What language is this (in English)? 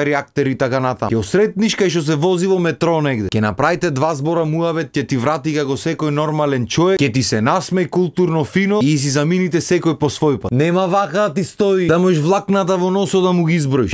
Macedonian